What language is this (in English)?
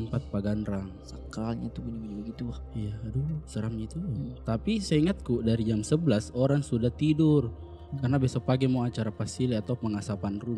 Makassar Malay